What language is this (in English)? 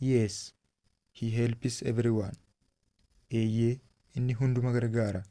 Oromo